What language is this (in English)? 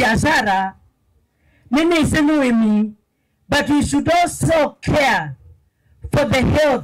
Kamba